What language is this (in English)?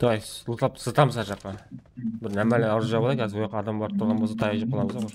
Kara-Kalpak